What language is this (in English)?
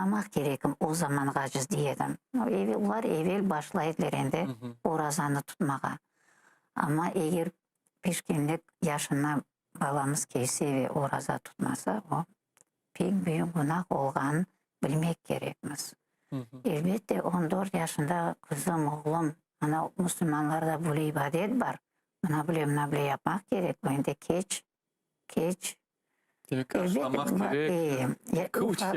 Crimean Tatar